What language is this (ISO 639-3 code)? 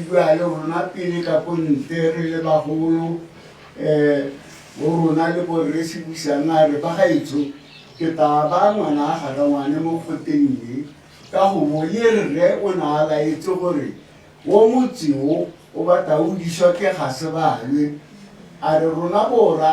tsn